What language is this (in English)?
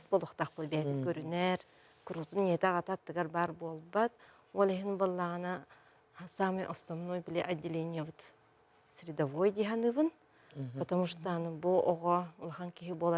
Yakut